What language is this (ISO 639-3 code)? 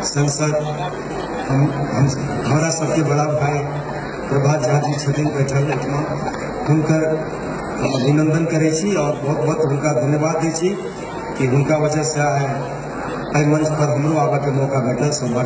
mai